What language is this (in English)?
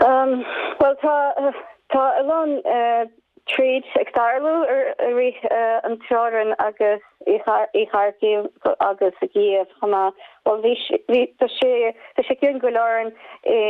Irish